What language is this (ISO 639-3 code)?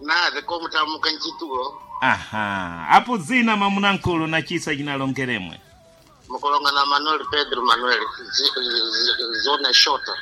seh